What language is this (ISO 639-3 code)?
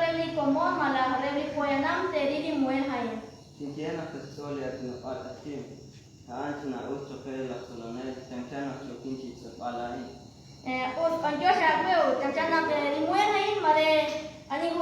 kek